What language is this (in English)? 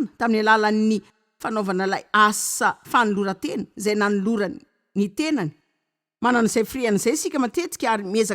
Malagasy